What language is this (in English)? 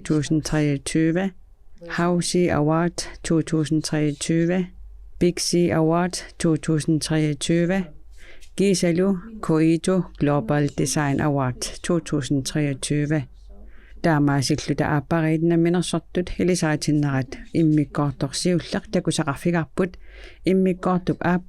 Kalaallisut